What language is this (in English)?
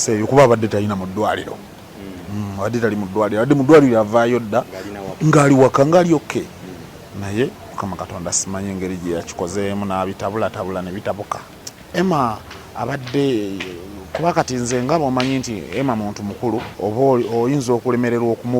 Ganda